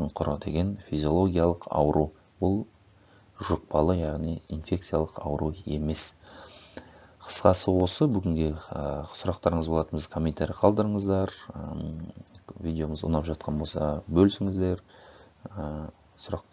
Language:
Kazakh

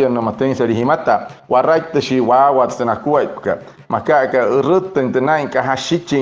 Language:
Wayuu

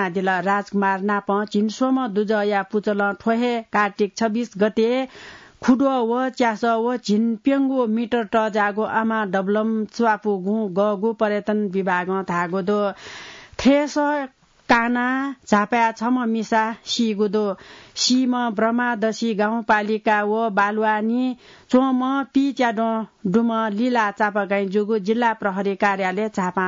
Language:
Newari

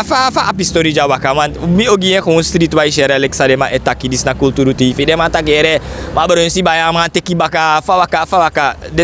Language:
Sranan Tongo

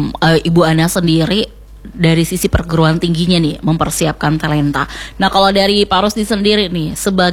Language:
Indonesian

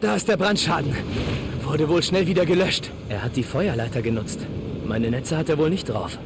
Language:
Bavarian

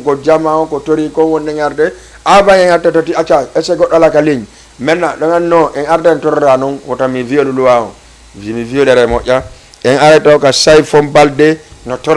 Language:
Fula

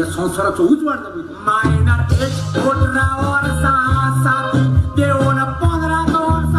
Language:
Konkani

